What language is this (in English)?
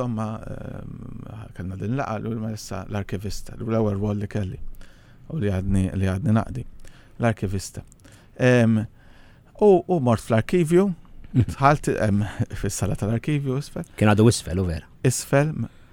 Maltese